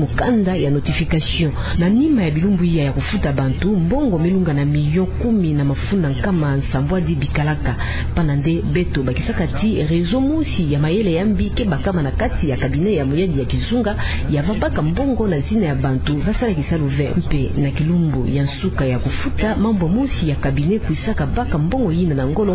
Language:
Kituba (Democratic Republic of Congo)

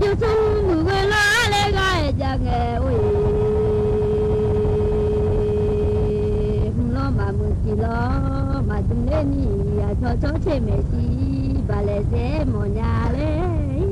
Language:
Akha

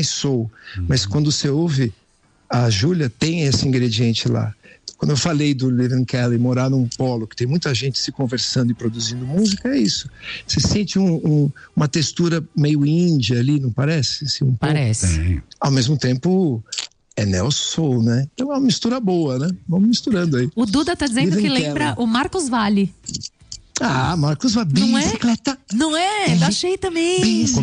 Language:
Portuguese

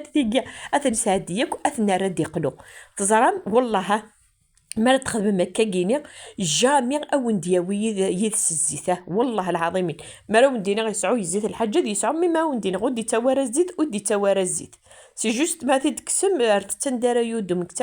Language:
Kabyle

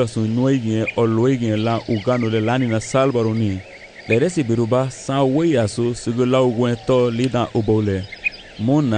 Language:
Garifuna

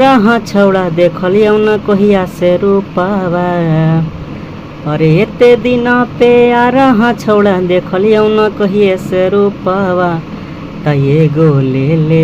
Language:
Magahi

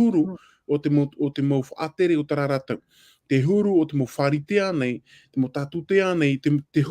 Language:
Tahitian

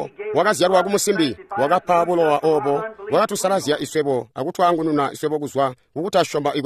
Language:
Tonga (Zambia)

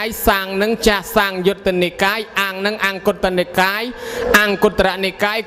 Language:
Khmer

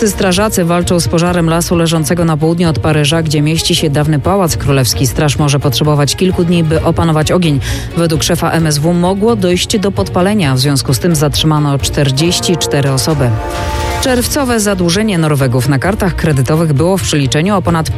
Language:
Polish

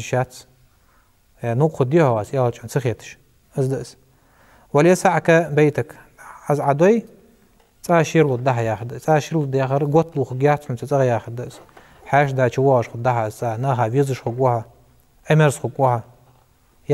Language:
Ingush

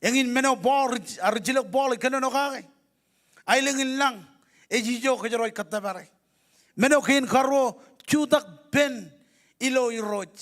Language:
Marshallese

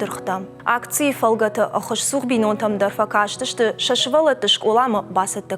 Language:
Ossetic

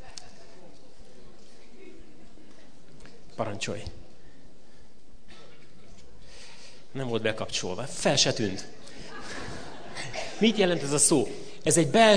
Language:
Hungarian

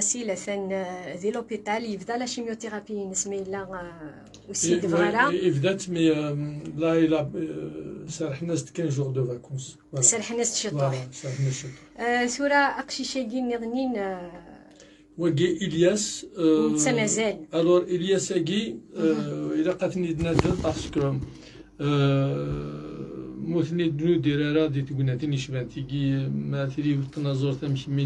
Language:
Kabyle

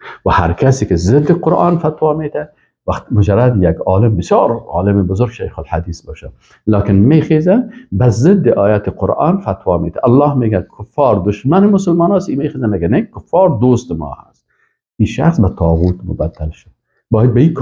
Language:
Persian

